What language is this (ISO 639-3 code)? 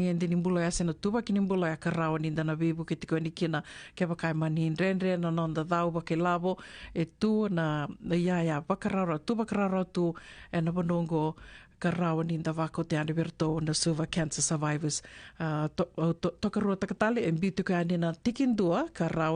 fij